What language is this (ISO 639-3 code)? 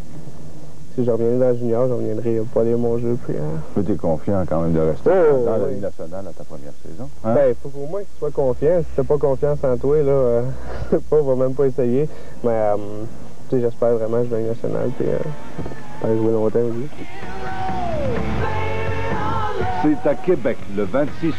fra